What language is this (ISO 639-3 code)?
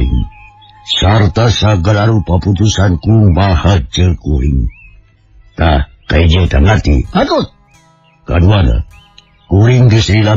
sun